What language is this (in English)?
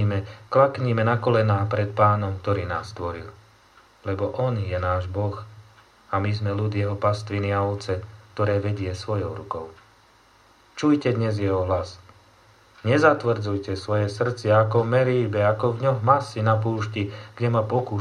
Slovak